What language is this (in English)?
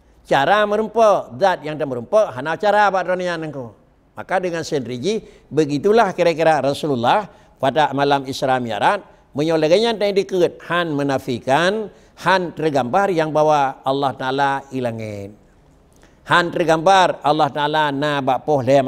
Achinese